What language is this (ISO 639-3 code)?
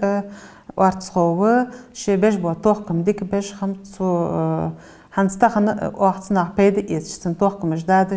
inh